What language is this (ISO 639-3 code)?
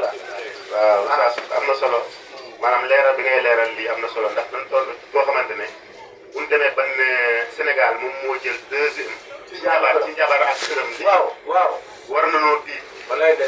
wol